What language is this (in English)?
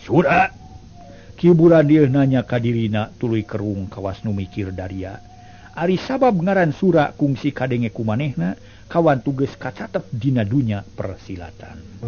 Sundanese